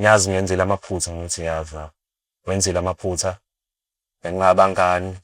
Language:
Zulu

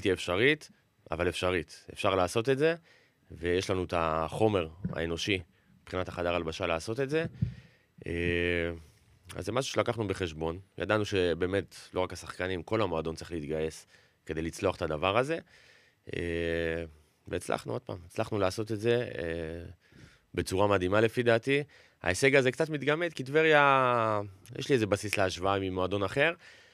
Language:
Hebrew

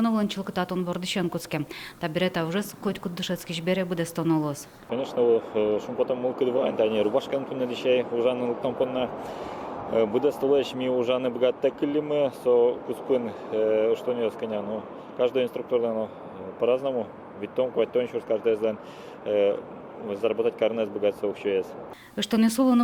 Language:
Udmurt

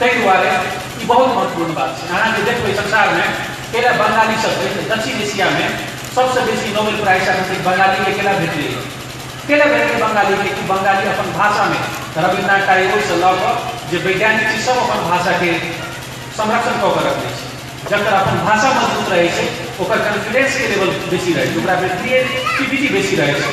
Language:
Maithili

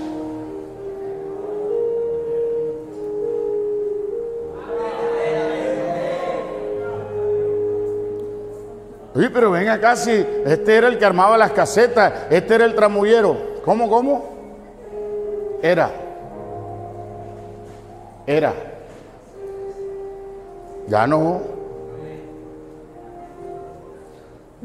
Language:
Spanish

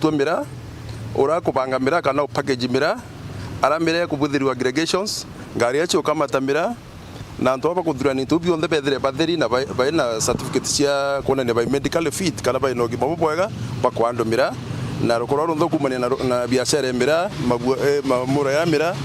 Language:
Meru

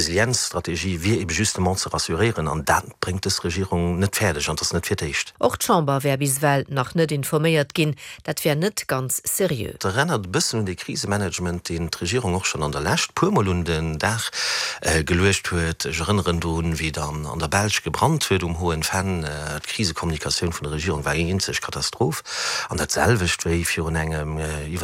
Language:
Luxembourgish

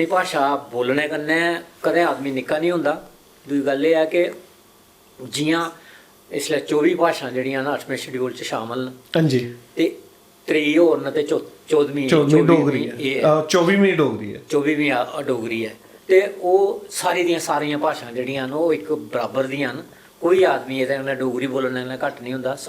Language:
Dogri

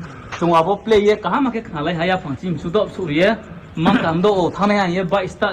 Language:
Riang (India)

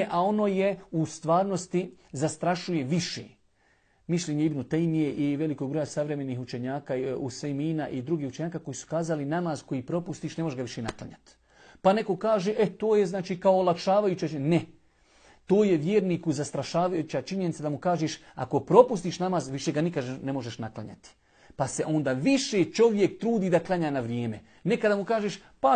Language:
Bosnian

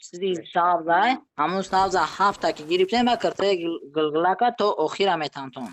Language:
Tajik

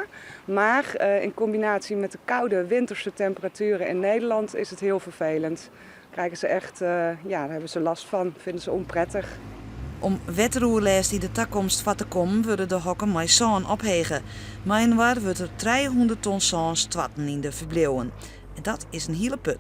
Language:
Western Frisian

